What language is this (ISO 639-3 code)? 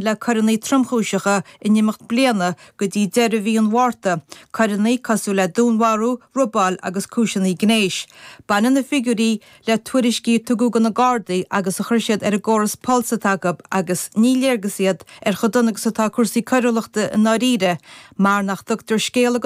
gle